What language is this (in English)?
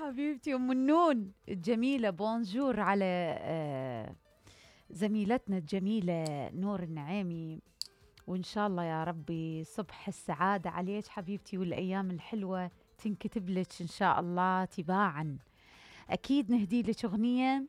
Mesopotamian Arabic